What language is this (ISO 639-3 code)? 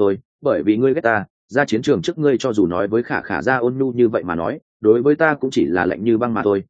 vie